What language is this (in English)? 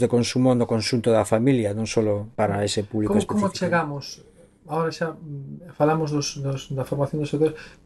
Galician